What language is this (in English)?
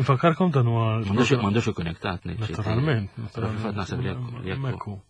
Maltese